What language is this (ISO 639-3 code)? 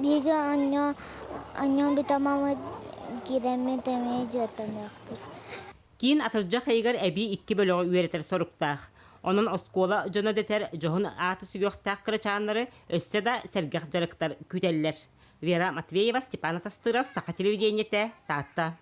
sah